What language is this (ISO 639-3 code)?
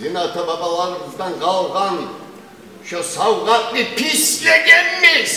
kum